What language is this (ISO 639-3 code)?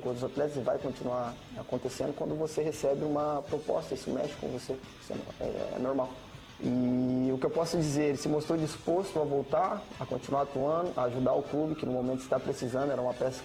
por